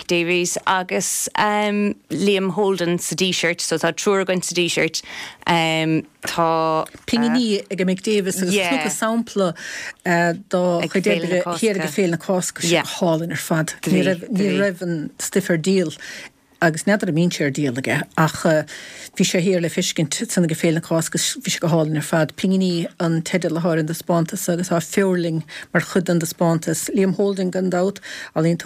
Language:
Irish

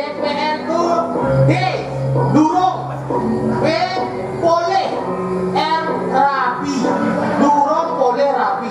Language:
Balinese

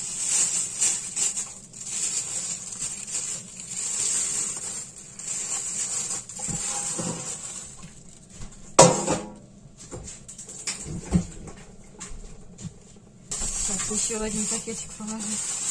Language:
Russian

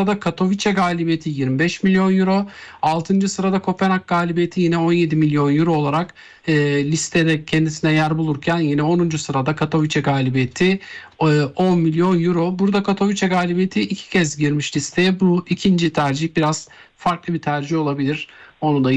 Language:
Turkish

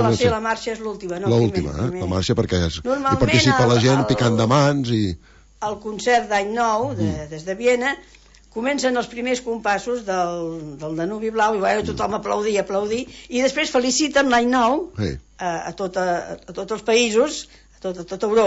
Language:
Catalan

